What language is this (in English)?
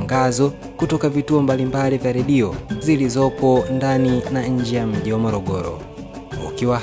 Swahili